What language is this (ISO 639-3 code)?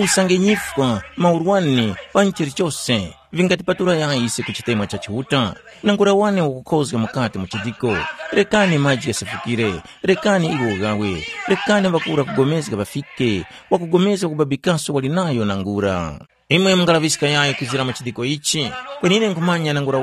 tum